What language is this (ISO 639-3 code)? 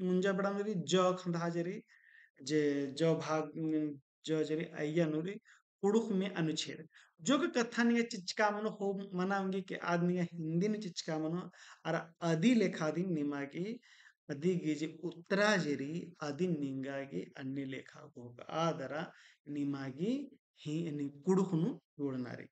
kru